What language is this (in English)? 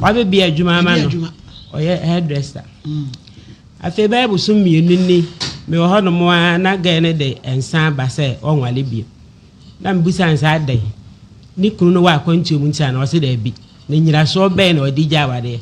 Akan